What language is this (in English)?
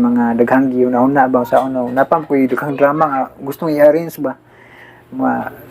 Cebuano